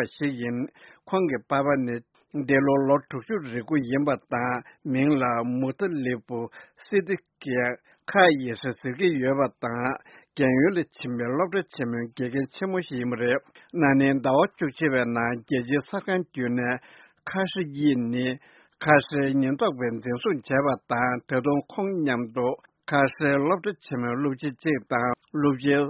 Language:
Tibetan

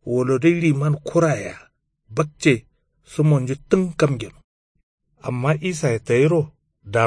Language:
Kanuri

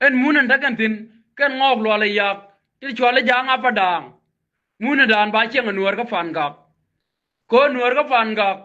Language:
Nuer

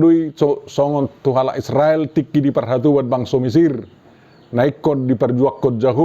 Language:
Batak Toba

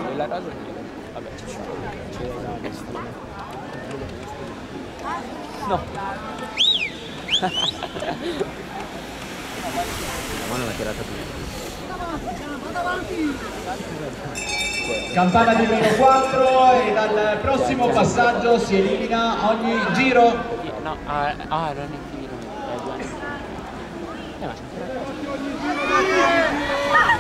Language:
Italian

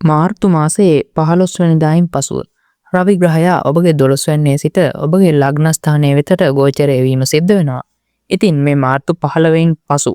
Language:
Sinhala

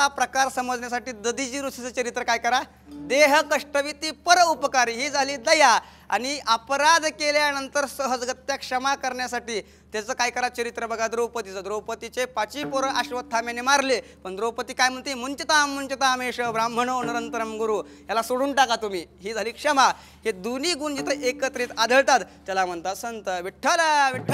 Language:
Marathi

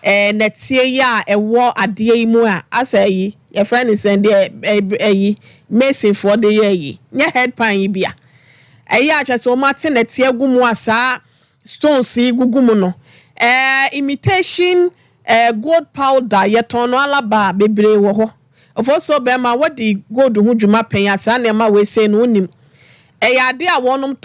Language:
Akan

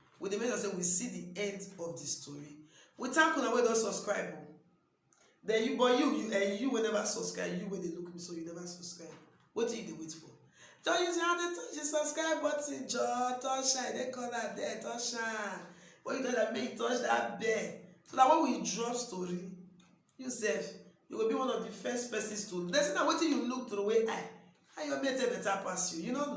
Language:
Nigerian Pidgin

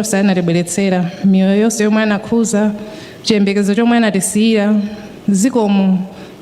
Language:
Nyanja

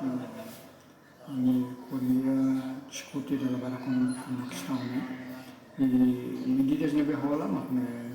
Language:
Tetum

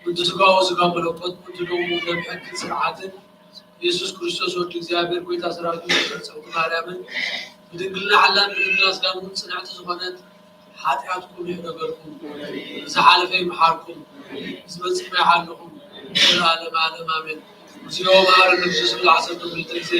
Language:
Geez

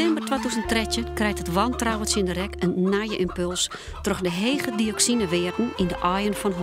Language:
Western Frisian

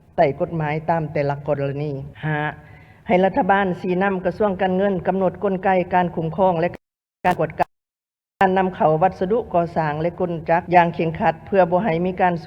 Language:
Lao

